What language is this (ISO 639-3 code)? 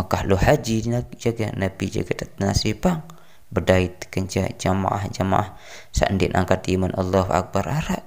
sas